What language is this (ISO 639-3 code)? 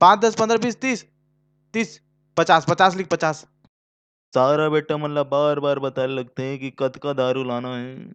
hne